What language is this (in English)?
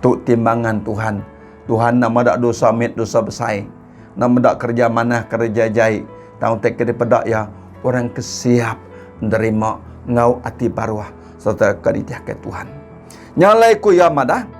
Iban